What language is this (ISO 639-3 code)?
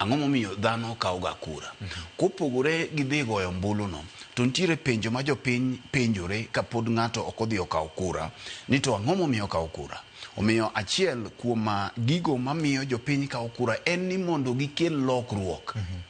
luo